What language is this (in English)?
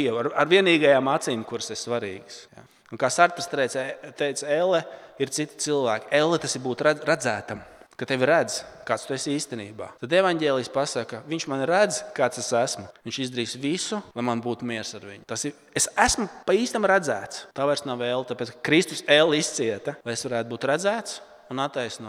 Latvian